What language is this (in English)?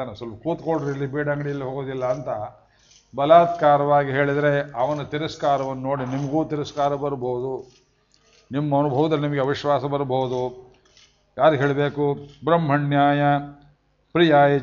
Kannada